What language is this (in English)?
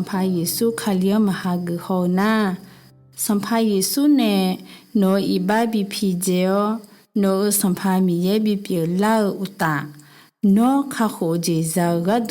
Akha